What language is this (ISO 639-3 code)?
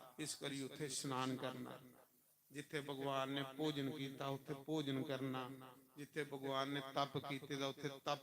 doi